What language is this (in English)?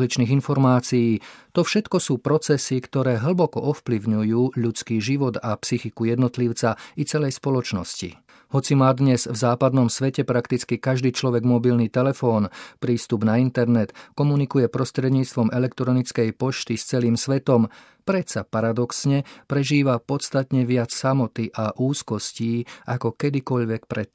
Slovak